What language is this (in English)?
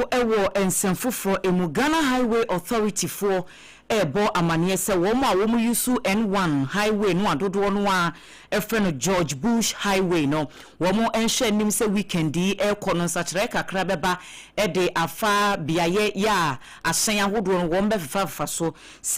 Akan